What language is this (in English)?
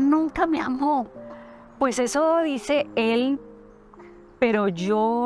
Spanish